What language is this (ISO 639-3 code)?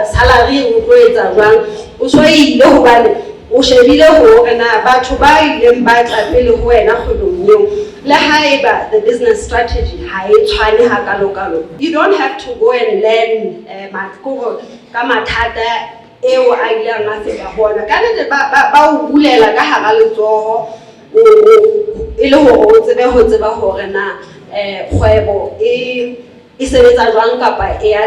sot